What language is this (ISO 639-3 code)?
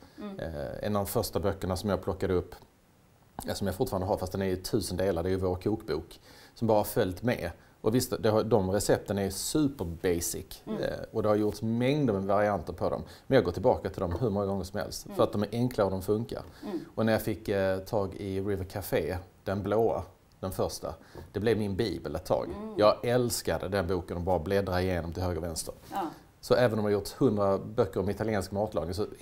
swe